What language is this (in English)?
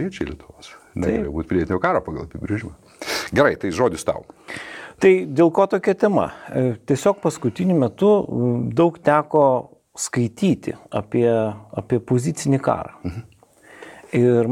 Lithuanian